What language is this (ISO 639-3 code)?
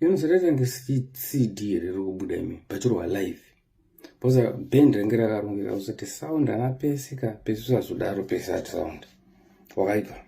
sna